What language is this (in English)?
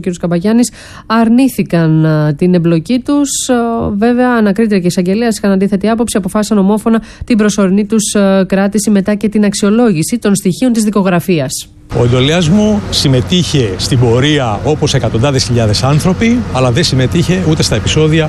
Greek